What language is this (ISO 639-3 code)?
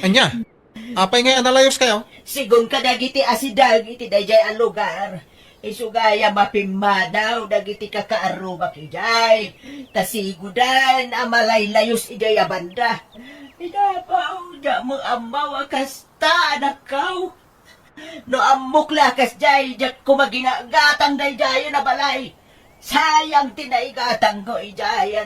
ilo